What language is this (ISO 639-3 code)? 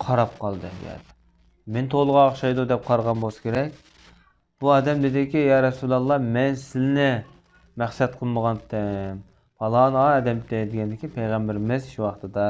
uig